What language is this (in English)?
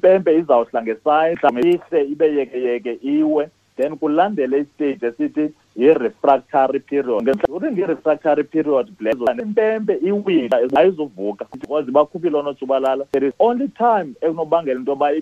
Xhosa